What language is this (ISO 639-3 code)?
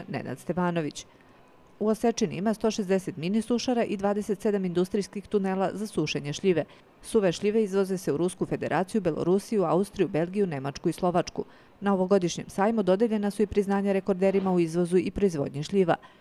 srp